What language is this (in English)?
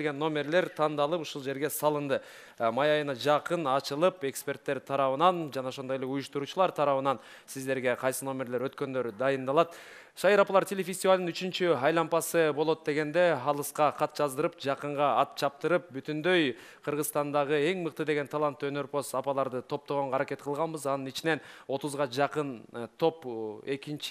Kyrgyz